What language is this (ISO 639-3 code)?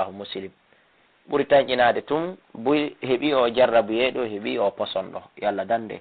ful